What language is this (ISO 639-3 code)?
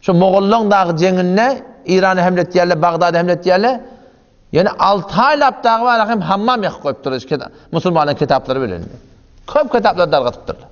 tuk